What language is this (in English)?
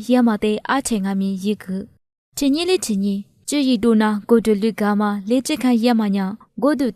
Lisu